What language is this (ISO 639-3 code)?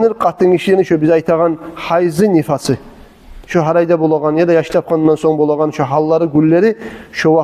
kum